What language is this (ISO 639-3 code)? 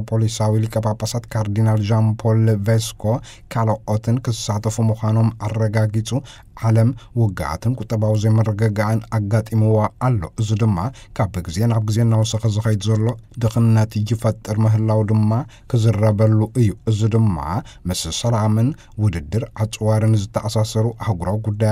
tir